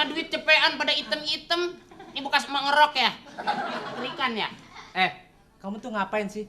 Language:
Betawi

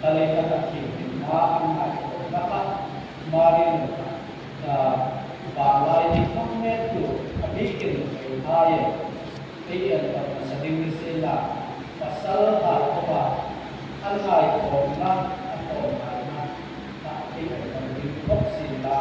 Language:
Hmar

